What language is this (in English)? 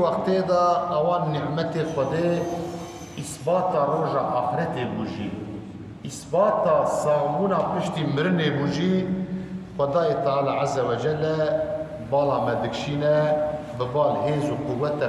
Kurdish